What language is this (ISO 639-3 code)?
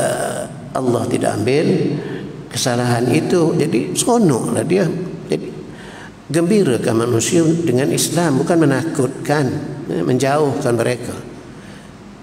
msa